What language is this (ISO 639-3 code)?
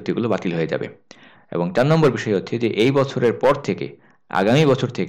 ben